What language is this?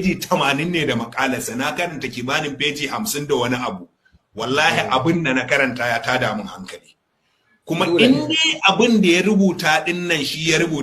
Hausa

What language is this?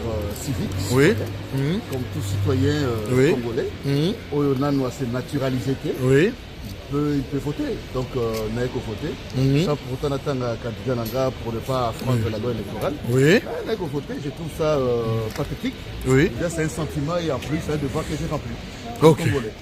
Lingala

